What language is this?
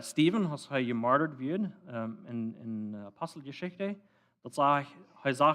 Plautdietsch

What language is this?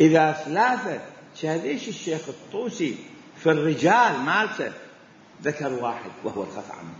Mesopotamian Arabic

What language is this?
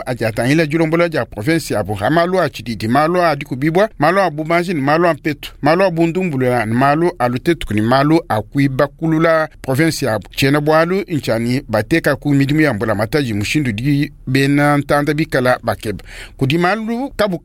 Luba-Lulua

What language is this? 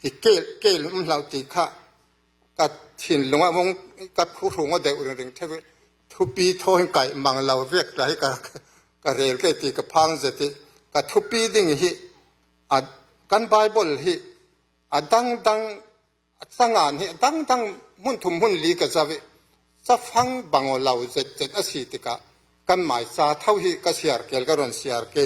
Falam Chin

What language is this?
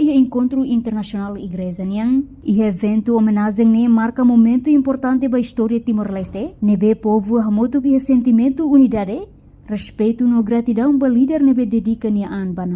Tetum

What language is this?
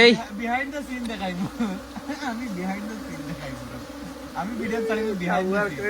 Sylheti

